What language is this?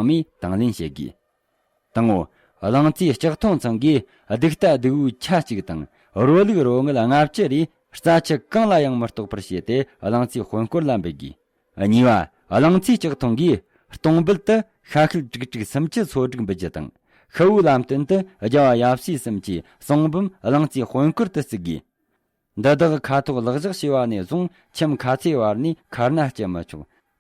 Tibetan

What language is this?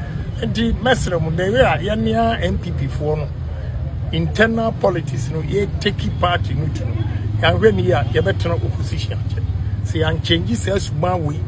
Akan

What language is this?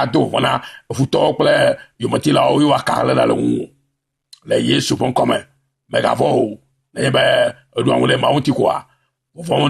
Ewe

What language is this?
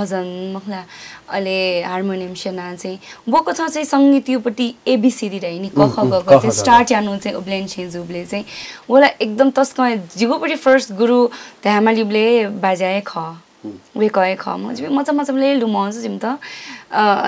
Newari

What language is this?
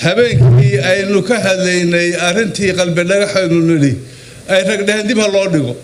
Somali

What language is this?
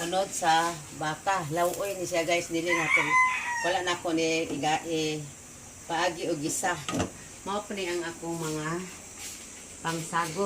Cebuano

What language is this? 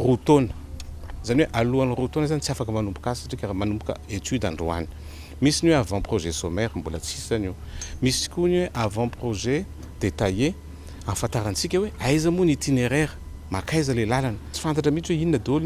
Malagasy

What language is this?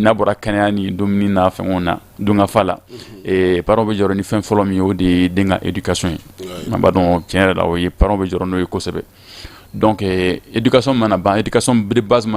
Bambara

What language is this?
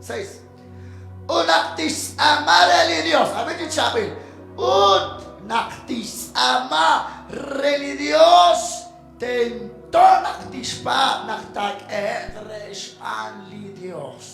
Kekchí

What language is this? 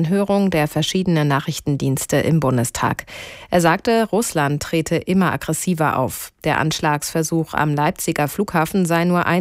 German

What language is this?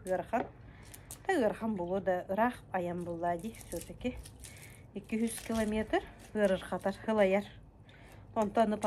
Yakut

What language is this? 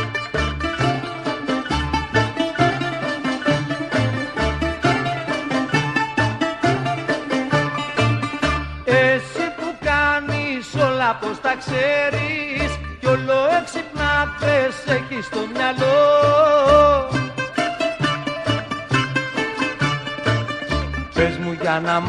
Greek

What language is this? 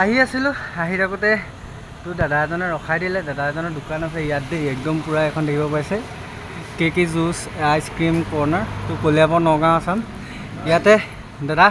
Assamese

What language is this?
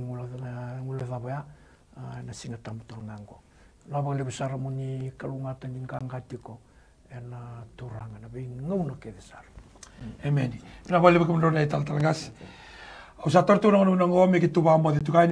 Fijian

